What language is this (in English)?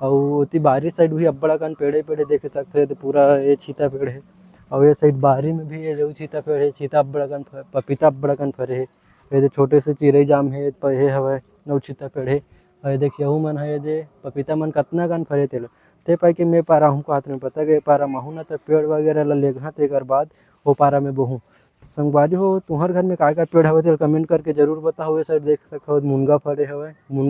Chhattisgarhi